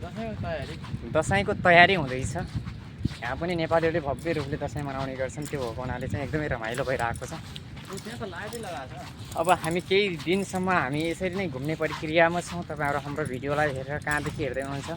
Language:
Nepali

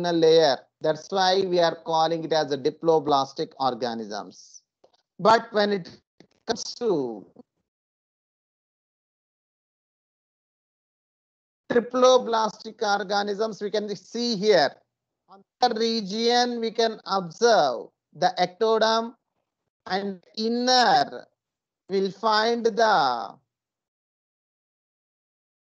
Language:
English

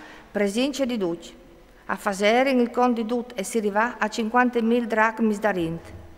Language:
Friulian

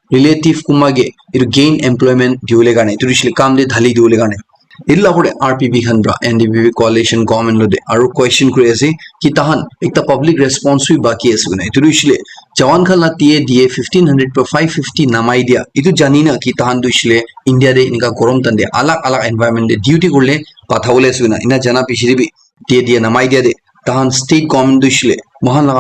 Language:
Naga Pidgin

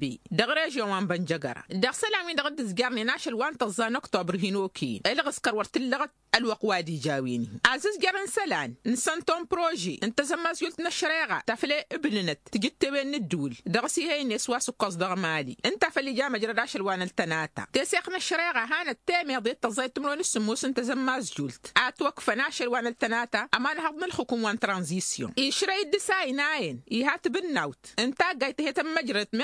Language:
Tamasheq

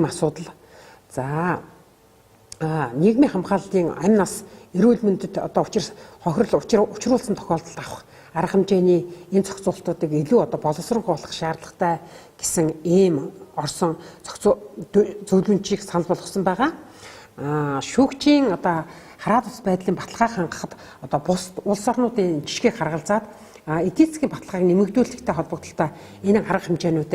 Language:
Mongolian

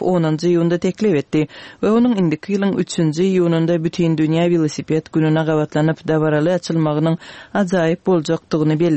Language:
Turkmen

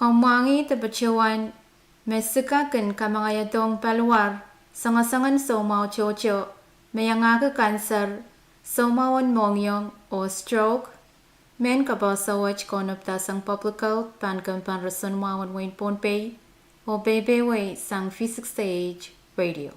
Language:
Pohnpeian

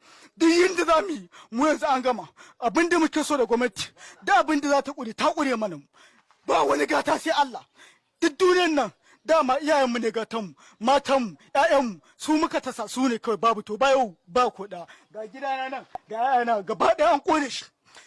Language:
Hausa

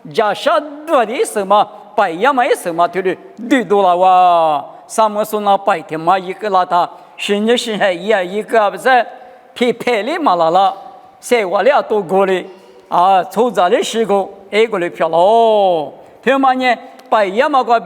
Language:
Lisu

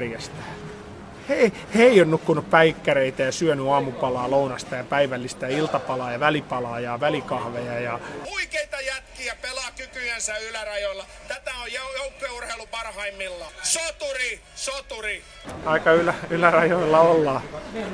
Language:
Finnish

